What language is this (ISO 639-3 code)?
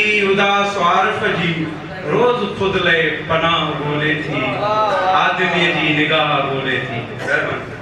snd